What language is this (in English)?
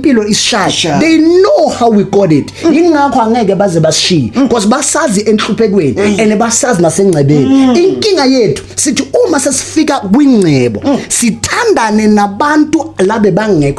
Zulu